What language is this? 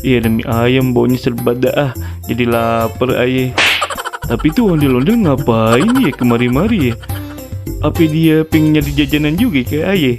Betawi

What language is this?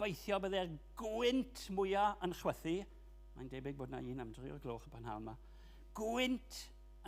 Welsh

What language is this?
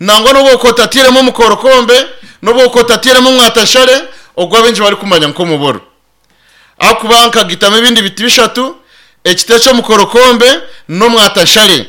Nyankole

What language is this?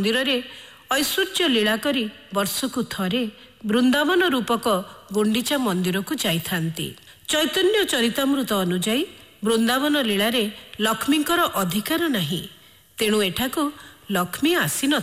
Odia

